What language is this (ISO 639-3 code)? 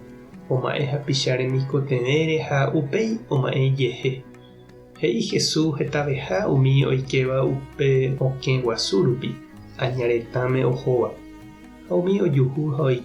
grn